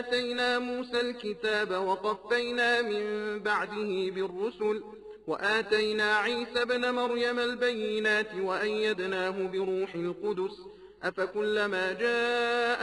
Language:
Arabic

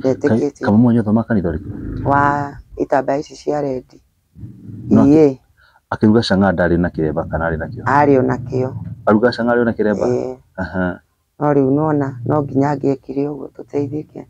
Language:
Kikuyu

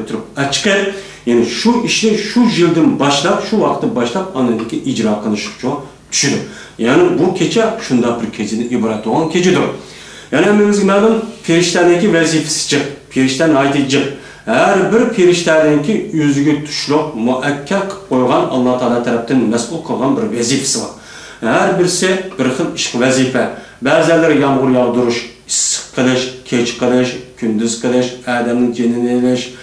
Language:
Uyghur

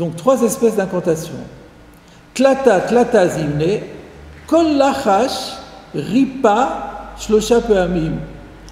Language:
French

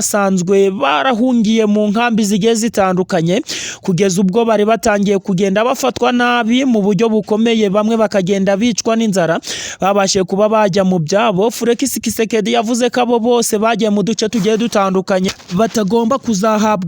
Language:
Kinyarwanda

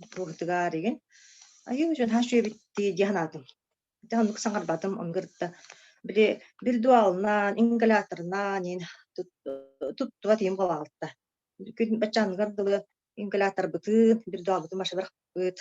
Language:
Yakut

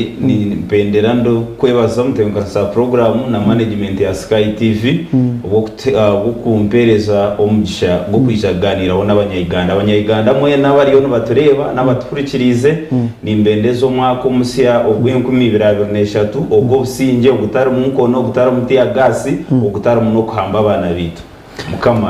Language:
Nyankole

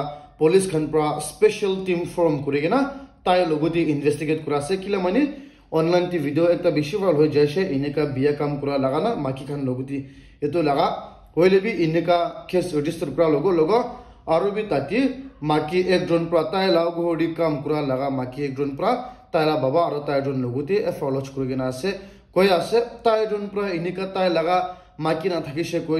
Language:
Naga Pidgin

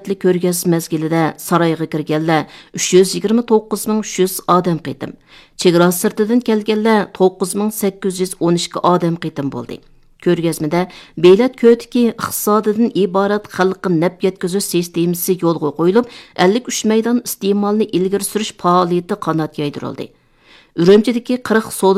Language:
Uyghur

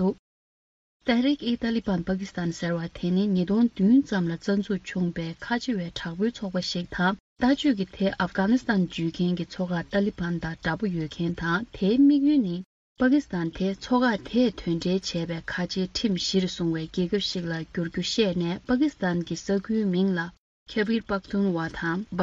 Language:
Tibetan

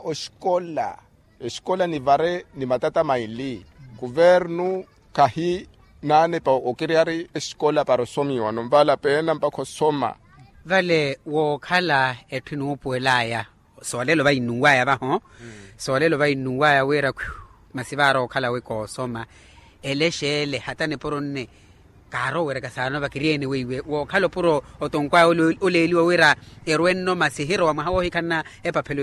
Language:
Makhuwa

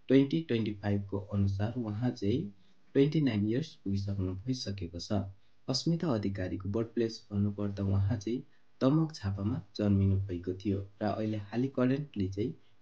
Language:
Nepali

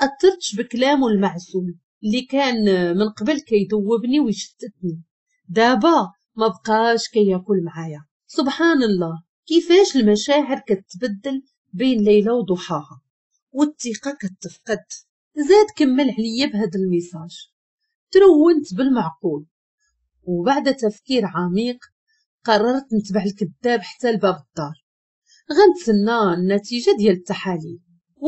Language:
Moroccan Arabic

